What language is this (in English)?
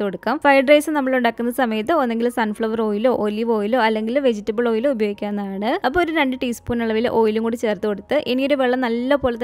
Malayalam